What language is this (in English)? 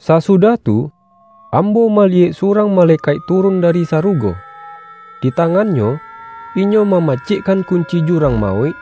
Minangkabau